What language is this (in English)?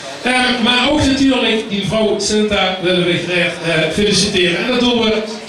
Limburgish